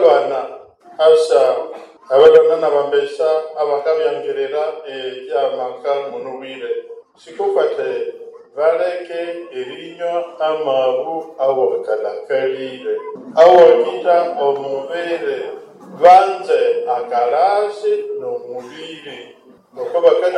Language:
Nande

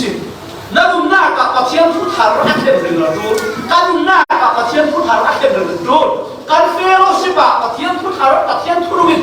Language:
Falam Chin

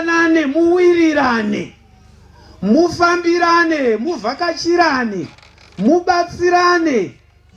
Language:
Shona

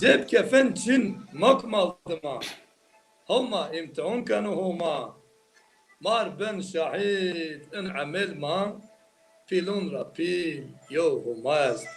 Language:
Zaza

